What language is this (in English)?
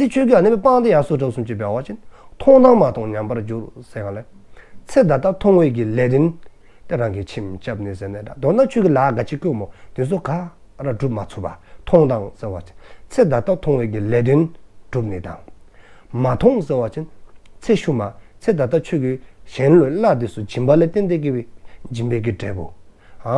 Dzongkha